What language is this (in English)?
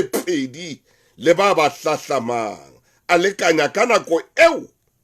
Southern Sotho